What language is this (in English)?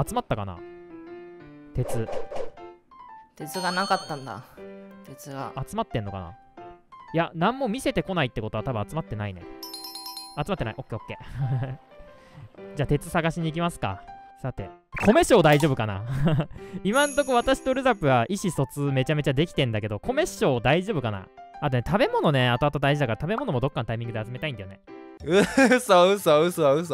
Japanese